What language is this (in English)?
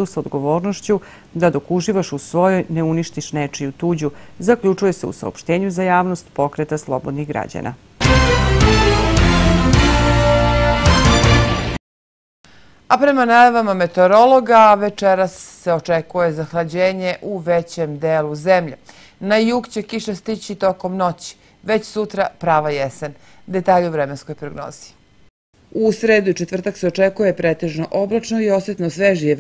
Serbian